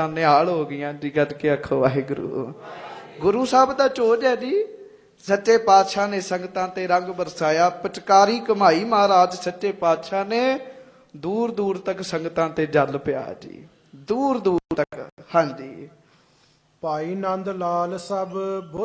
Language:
Punjabi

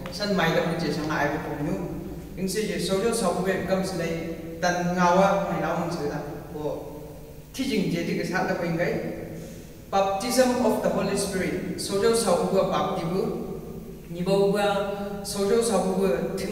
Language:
Chang Naga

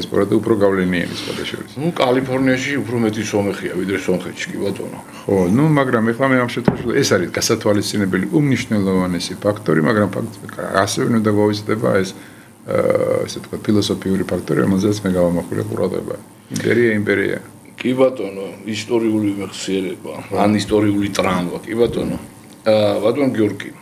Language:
Georgian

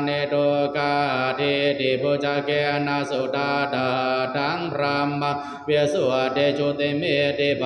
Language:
Pali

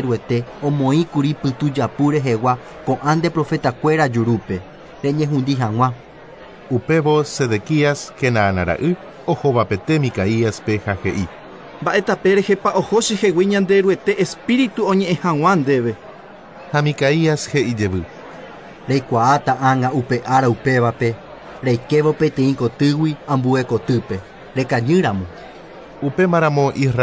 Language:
Guarani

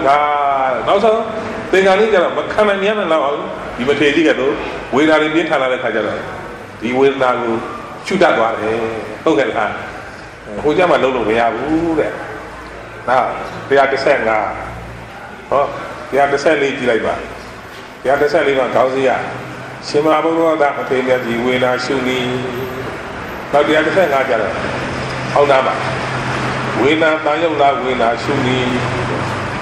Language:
Burmese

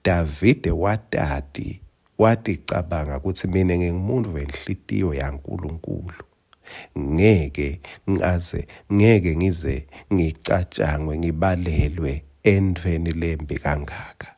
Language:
Swati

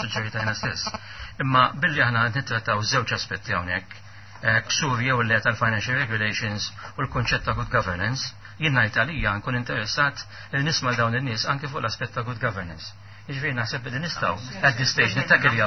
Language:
Maltese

